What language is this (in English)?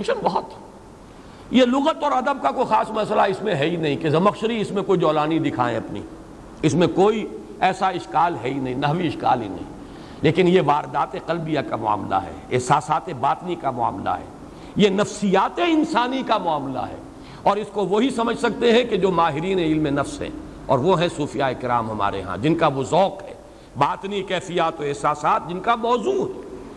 Urdu